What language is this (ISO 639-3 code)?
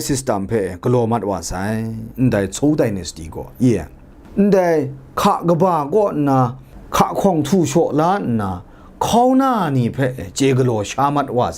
kac